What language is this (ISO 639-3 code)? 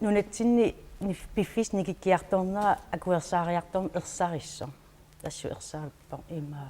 kal